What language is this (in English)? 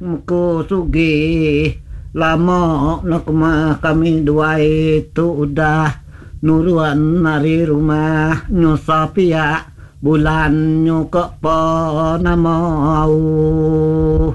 Iban